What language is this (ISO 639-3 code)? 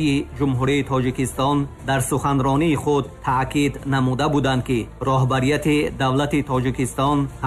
tgk